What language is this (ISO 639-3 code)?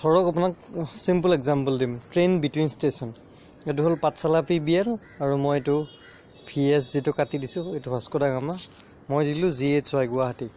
asm